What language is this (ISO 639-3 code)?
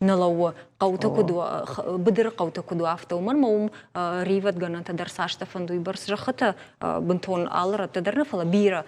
oss